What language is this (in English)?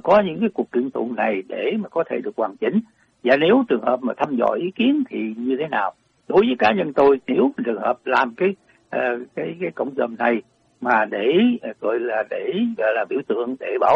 Vietnamese